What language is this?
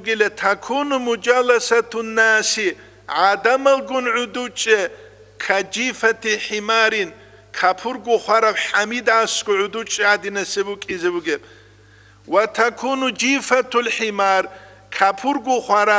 Avaric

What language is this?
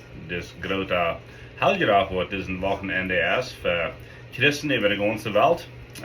Plautdietsch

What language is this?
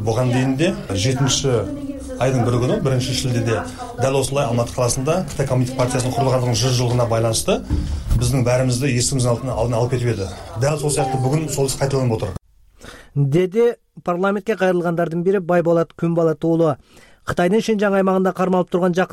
Kyrgyz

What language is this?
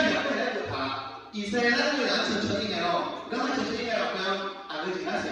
Akha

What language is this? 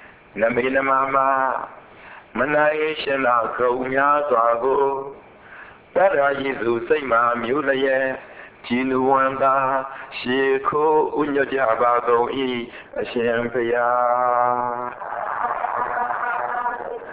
Burmese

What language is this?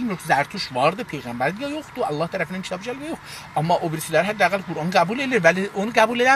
South Azerbaijani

